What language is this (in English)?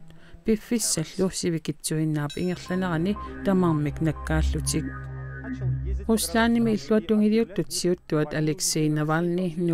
Kalaallisut